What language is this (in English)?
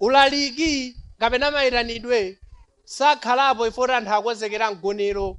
Nyanja